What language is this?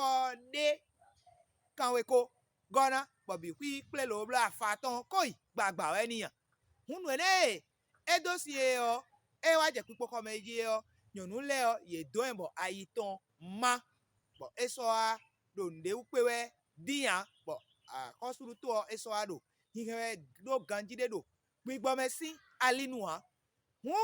Fon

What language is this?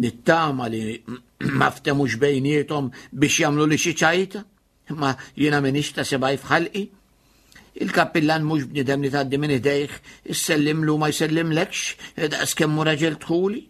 Maltese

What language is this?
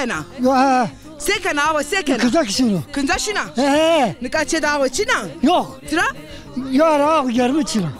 Zaza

